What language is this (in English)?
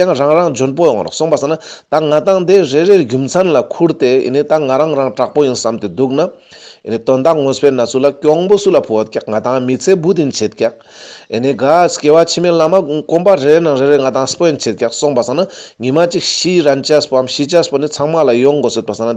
Ladakhi